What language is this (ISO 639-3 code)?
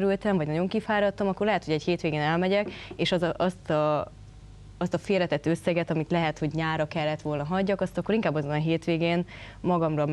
hun